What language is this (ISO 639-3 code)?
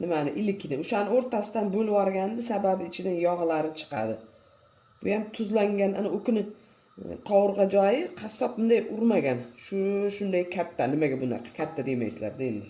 uzb